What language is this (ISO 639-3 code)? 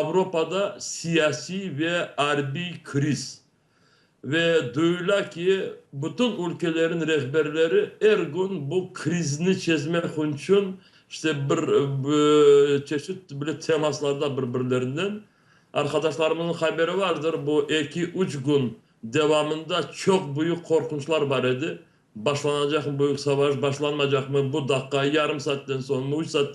crh